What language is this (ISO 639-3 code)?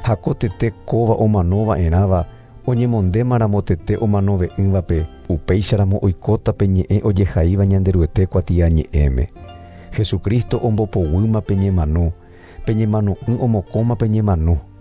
grn